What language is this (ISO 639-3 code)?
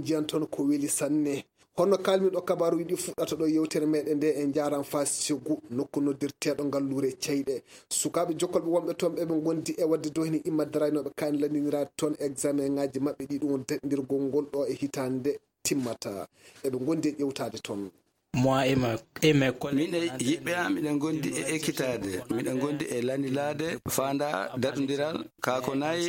fuv